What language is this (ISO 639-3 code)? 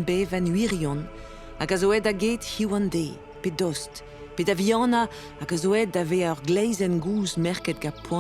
bre